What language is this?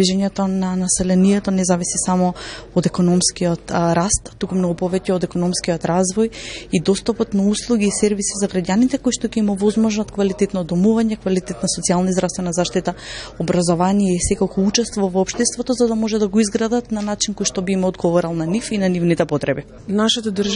Macedonian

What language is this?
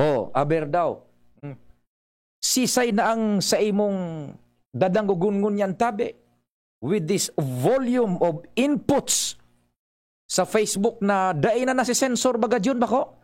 Bikol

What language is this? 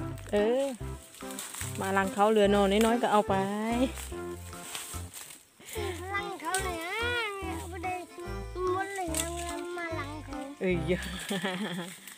Thai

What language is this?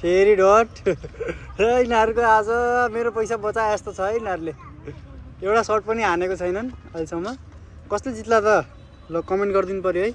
Nepali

